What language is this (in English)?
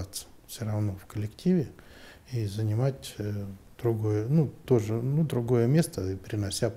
Russian